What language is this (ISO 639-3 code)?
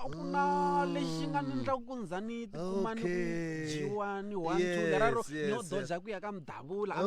tso